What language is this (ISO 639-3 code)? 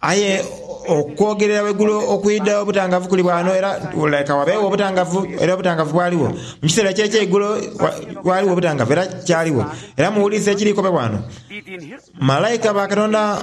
xog